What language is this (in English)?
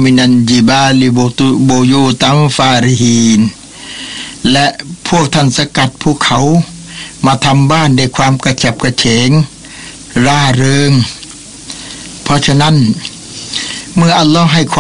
Thai